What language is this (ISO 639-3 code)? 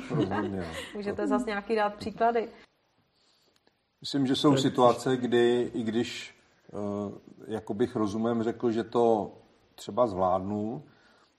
ces